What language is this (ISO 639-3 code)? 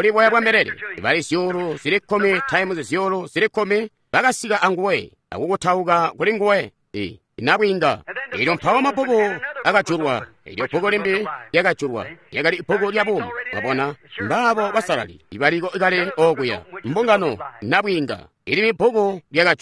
toi